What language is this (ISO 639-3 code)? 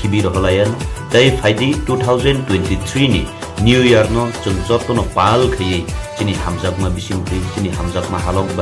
trp